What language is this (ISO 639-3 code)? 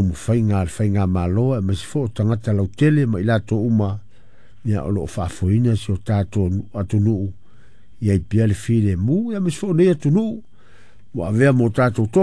smo